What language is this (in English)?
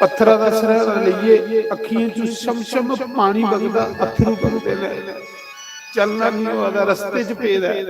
Dogri